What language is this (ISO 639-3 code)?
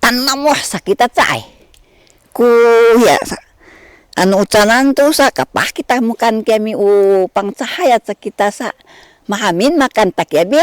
szy